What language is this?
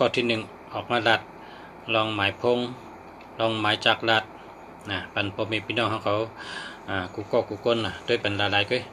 Shan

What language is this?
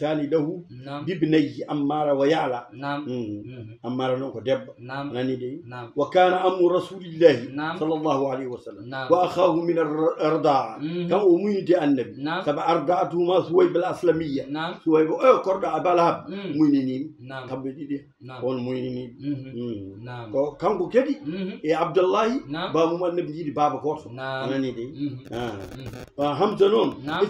Fula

